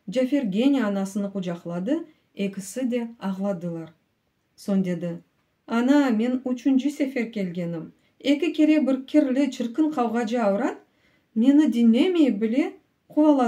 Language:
Crimean Tatar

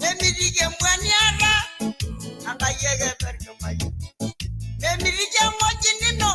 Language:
Masai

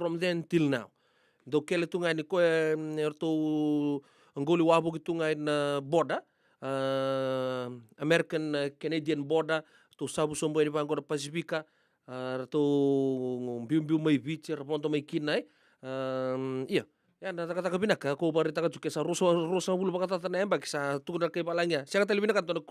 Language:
Fijian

